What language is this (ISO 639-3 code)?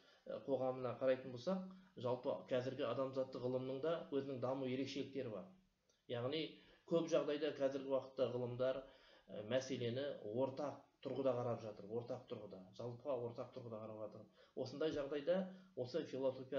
kaz